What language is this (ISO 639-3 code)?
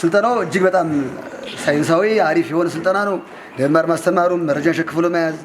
amh